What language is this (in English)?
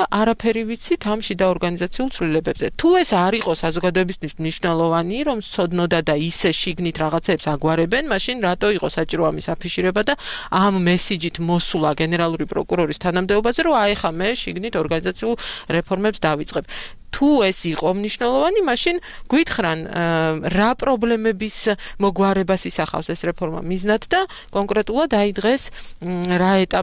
Georgian